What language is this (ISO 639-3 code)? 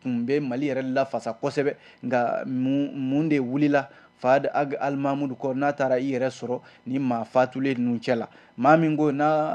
bam